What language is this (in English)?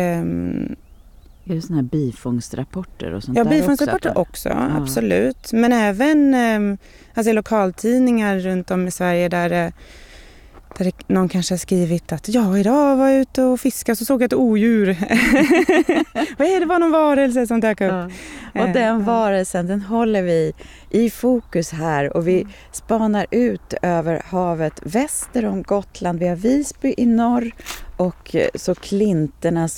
Swedish